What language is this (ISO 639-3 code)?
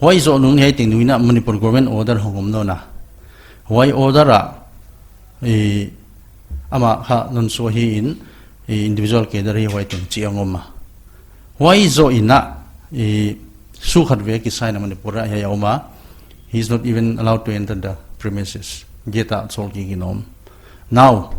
pck